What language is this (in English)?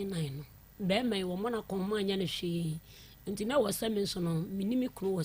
Akan